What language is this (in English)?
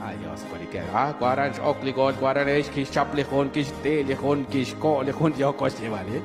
Kekchí